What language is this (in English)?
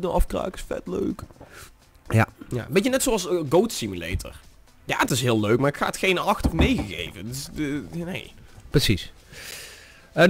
Dutch